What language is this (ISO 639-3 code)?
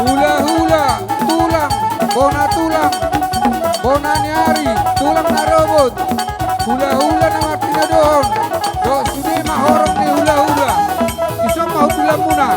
bbc